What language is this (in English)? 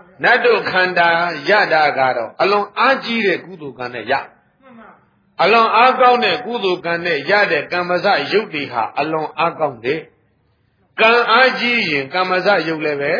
Burmese